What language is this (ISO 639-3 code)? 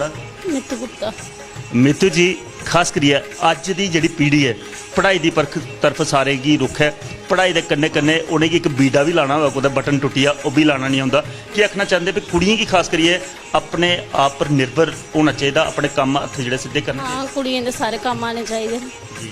doi